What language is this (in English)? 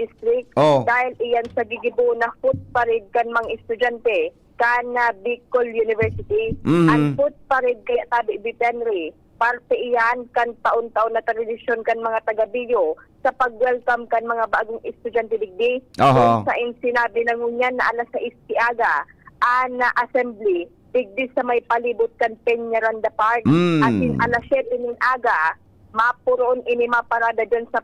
Bikol